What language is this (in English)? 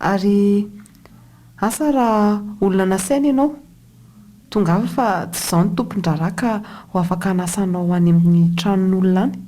Malagasy